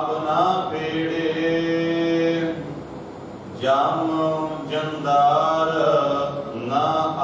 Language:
Punjabi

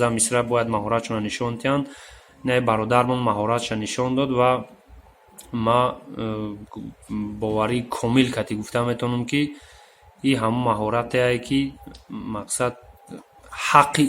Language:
Tajik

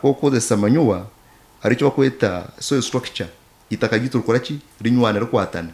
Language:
Nyankole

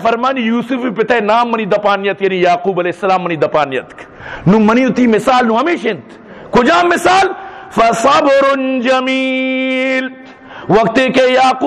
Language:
Eastern Balochi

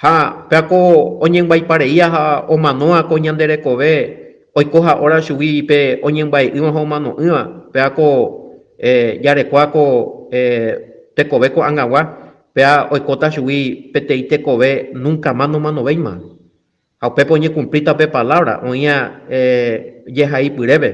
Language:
Guarani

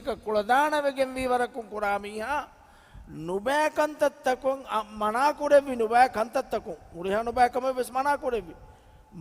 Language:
Divehi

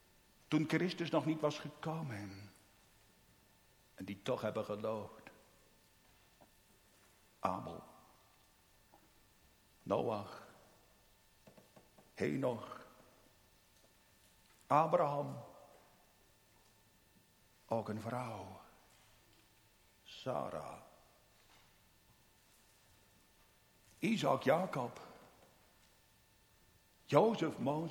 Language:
Dutch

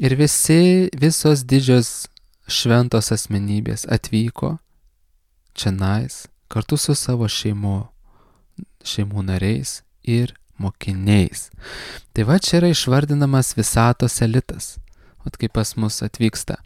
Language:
Lithuanian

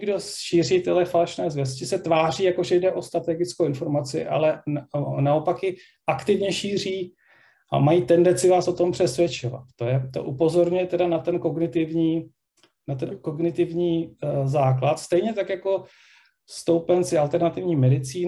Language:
Czech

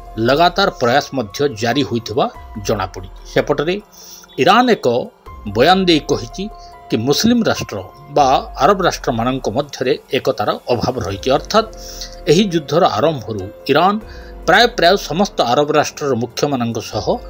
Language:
Odia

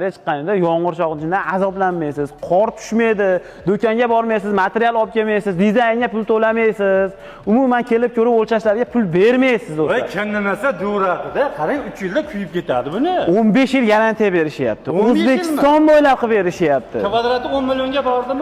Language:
Uzbek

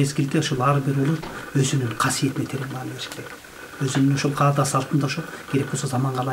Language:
Kyrgyz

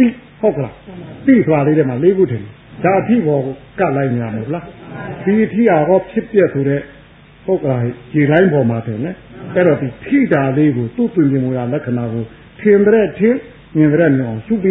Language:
Burmese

